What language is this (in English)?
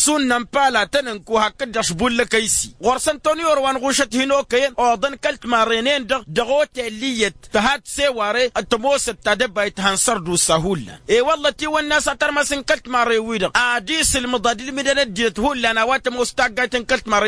Tamasheq